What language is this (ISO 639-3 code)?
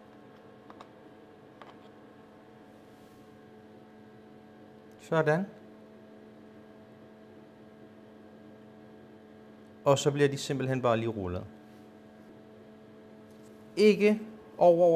dan